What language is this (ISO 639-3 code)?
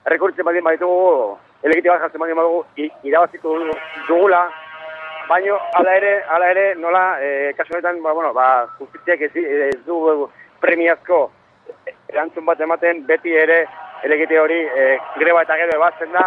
eus